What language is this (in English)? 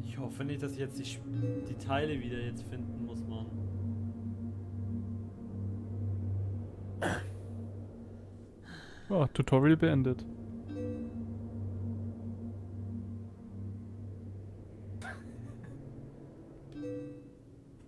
German